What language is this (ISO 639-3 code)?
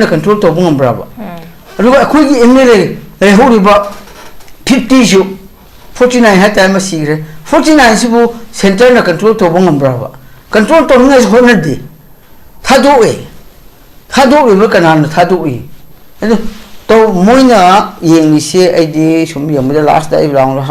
mni